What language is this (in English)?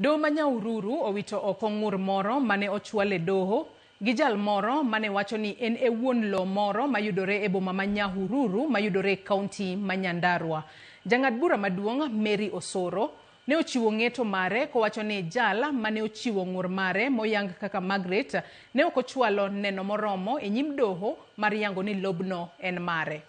Luo (Kenya and Tanzania)